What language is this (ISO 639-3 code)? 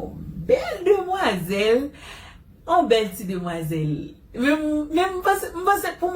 hat